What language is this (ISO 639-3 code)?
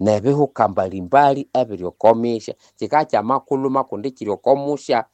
nnb